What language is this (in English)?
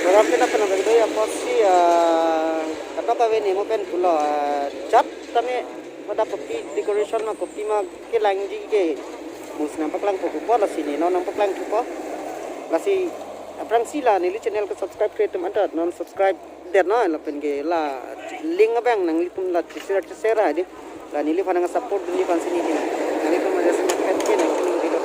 Karbi